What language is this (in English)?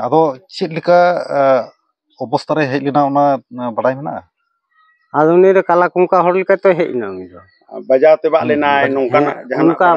Santali